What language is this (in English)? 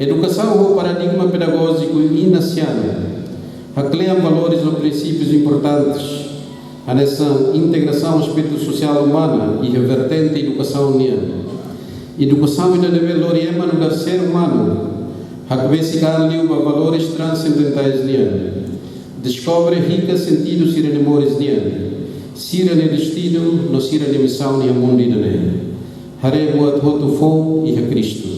Tetum